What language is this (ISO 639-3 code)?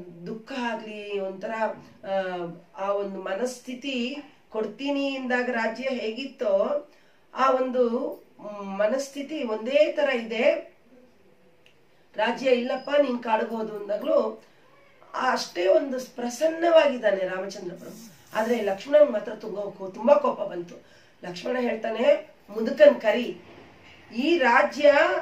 kan